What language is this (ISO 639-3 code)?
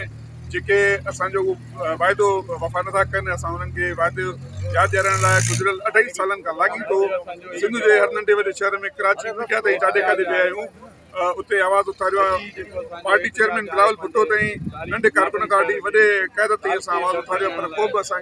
snd